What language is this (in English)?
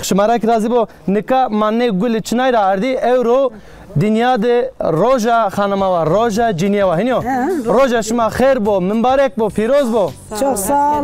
Zaza